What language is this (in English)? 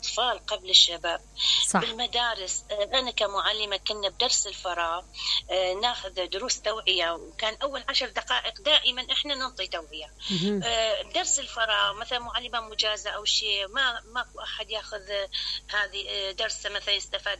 Mesopotamian Arabic